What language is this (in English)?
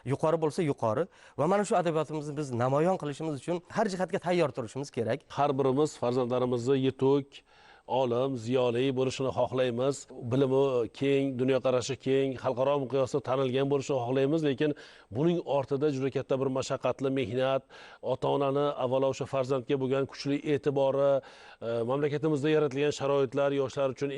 Uzbek